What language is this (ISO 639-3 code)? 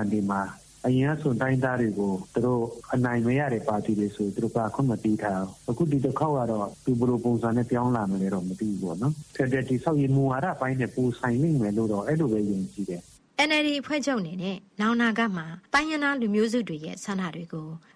mya